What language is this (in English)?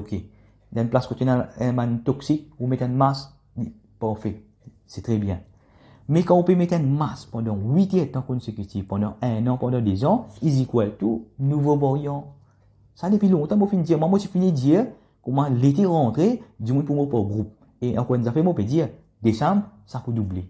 Morisyen